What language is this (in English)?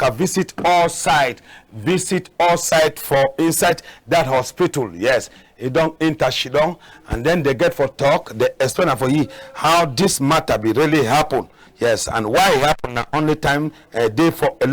Cameroon Pidgin